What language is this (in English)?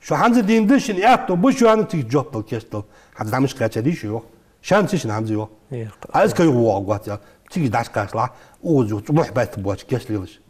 Ingush